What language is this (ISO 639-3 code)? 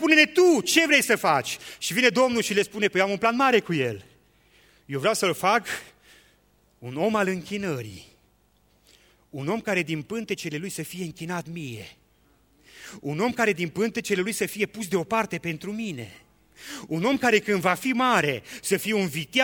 ron